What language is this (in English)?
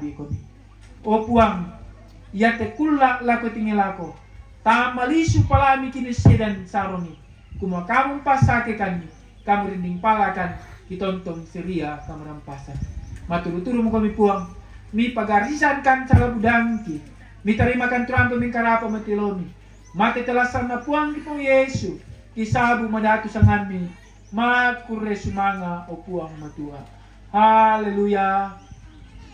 Toraja-Sa'dan